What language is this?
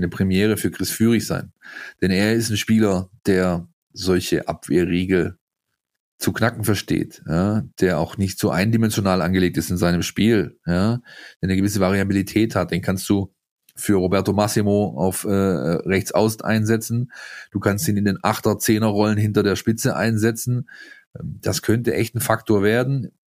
German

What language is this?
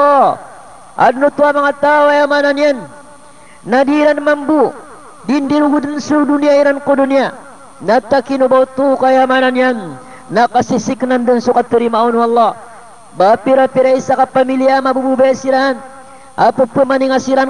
Maranao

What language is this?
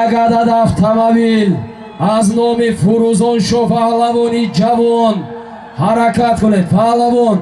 Tajik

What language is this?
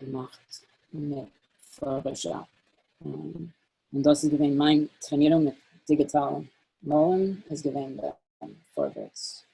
Yiddish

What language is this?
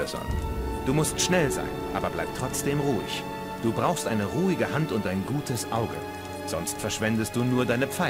Bavarian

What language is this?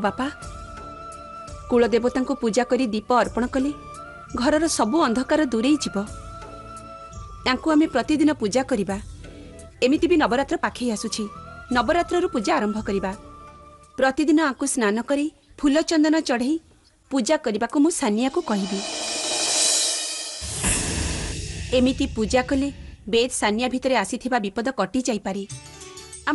Odia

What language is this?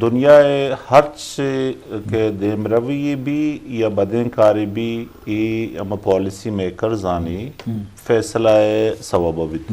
Eastern Balochi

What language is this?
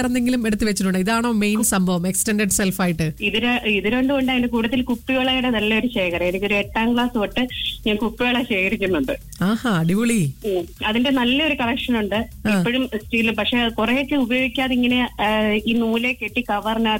Malayalam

